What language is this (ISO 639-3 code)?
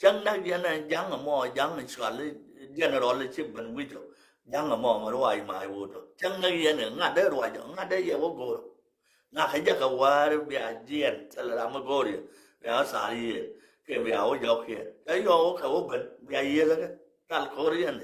nus